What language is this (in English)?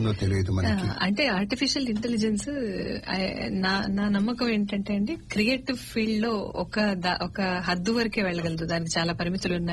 Telugu